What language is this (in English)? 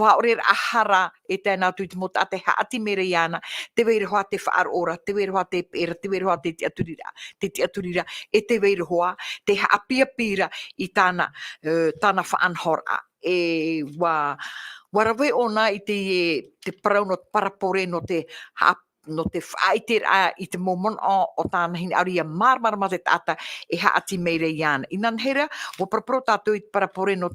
Tahitian